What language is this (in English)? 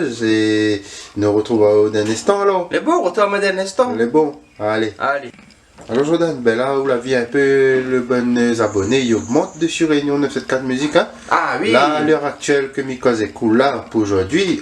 Réunion Creole French